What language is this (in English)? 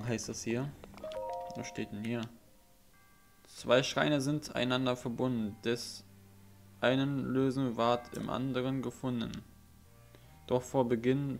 German